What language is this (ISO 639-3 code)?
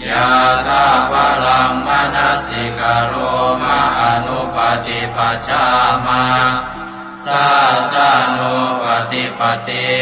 pli